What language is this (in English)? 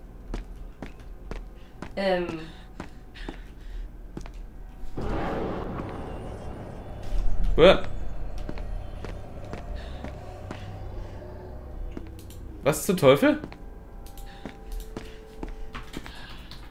German